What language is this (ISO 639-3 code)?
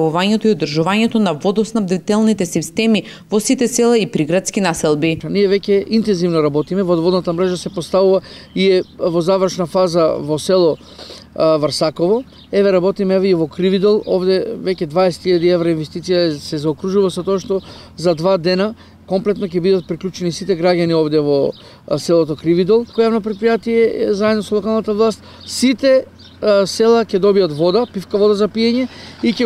mkd